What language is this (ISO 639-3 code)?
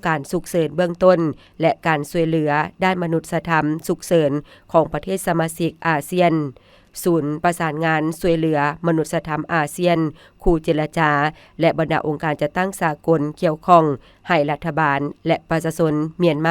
lao